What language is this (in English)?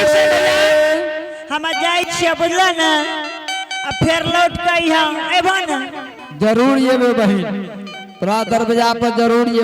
Angika